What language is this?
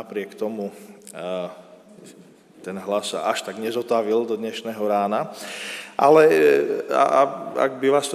Slovak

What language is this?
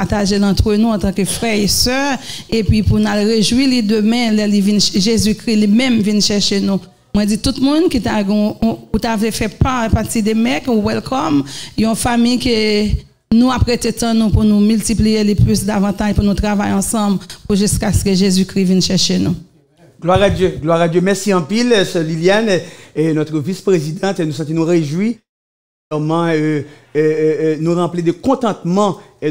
French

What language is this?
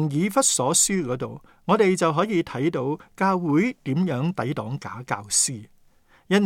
Cantonese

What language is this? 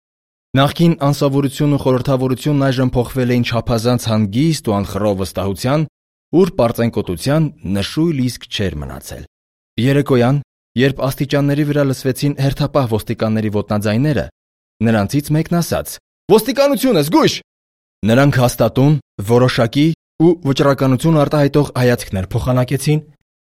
Armenian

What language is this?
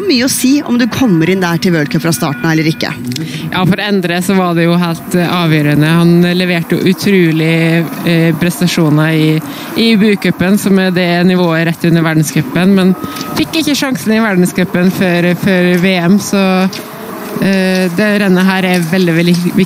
Norwegian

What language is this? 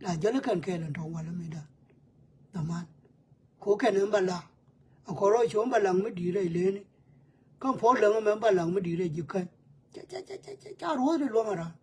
Nuer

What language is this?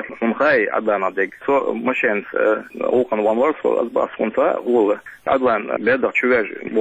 Chechen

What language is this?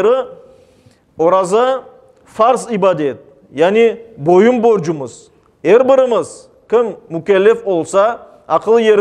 Crimean Tatar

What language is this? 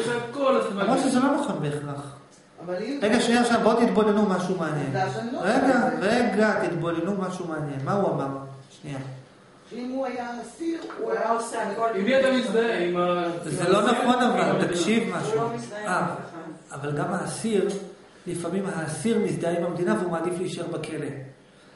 Hebrew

